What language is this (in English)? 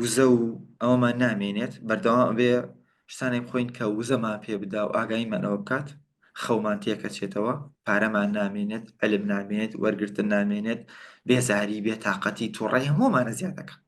Central Kurdish